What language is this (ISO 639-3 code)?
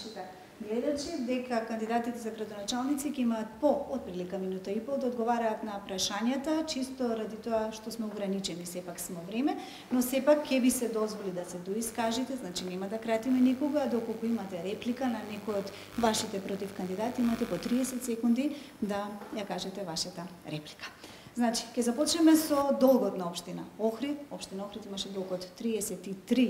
mkd